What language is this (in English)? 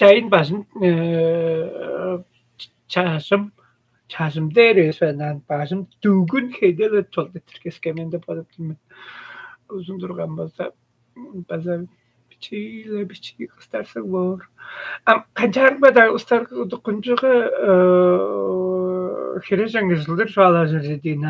Tuvinian